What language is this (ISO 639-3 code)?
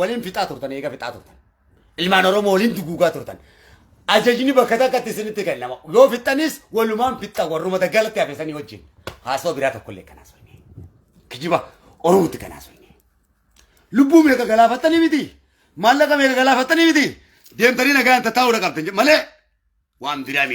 orm